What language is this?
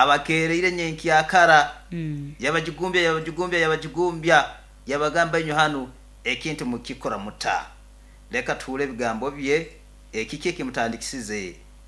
Nyankole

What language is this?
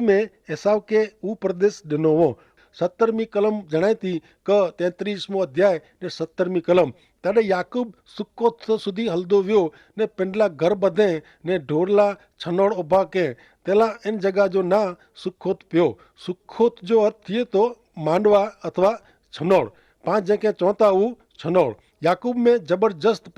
Kachhi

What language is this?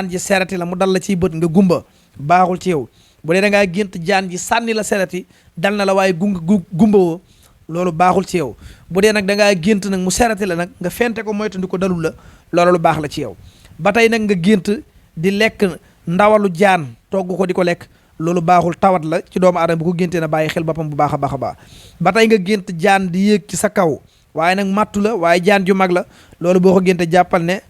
Wolof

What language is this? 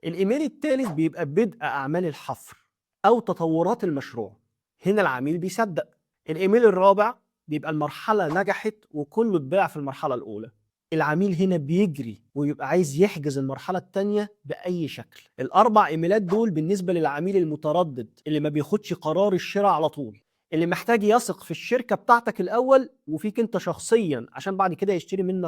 Egyptian Arabic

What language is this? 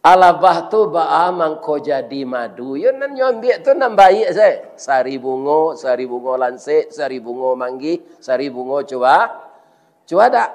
Minangkabau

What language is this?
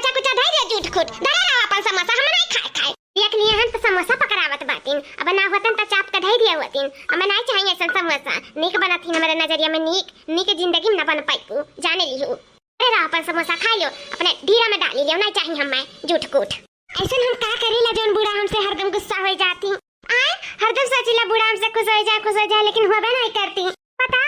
Awadhi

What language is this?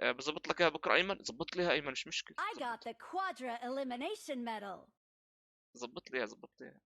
North Levantine Arabic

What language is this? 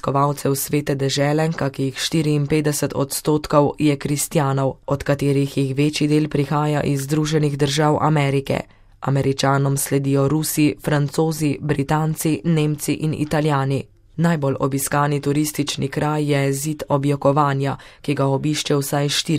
Slovenian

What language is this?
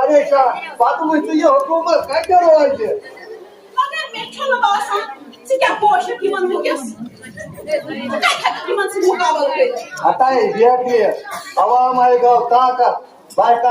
Kashmiri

